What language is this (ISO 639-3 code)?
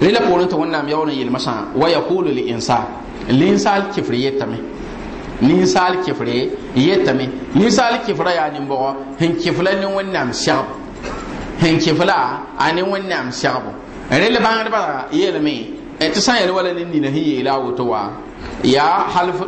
mos